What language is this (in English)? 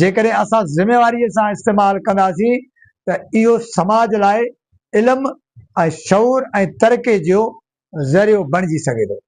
Sindhi